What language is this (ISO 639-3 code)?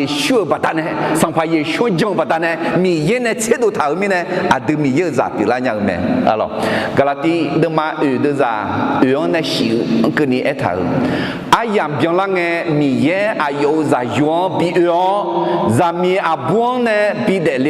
ahk